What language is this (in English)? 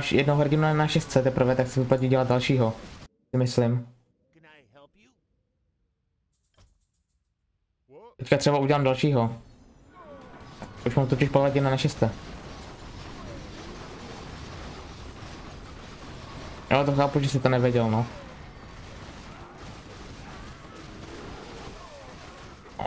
Czech